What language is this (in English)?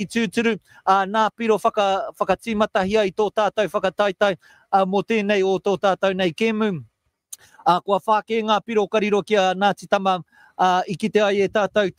Māori